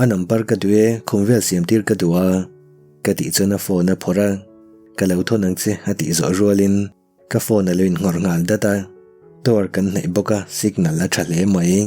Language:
Mizo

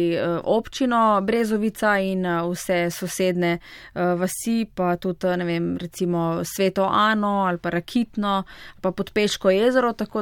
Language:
Slovenian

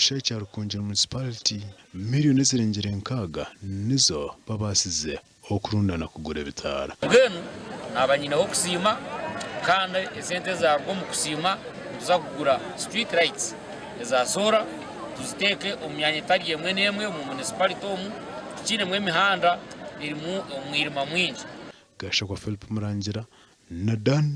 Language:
Nyankole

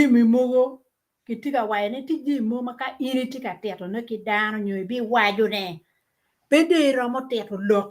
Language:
Acoli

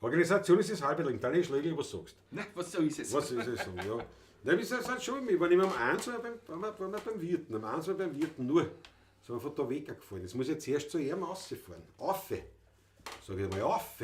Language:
Bavarian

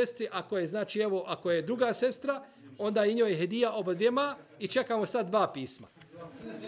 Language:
Bosnian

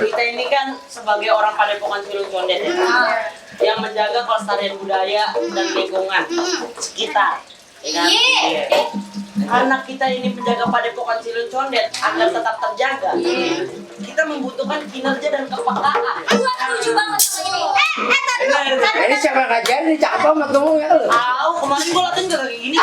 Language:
Betawi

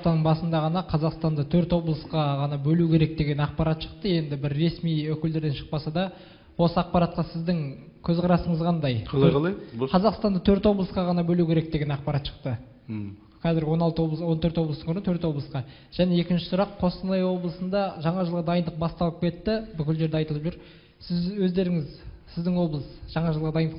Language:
Kazakh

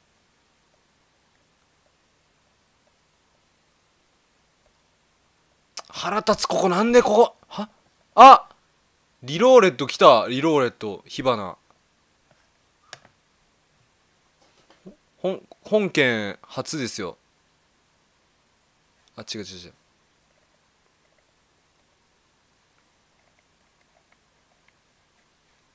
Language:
Japanese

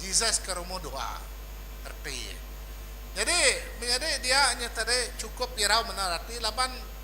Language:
Iban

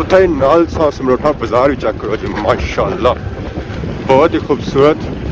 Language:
Pahari-Potwari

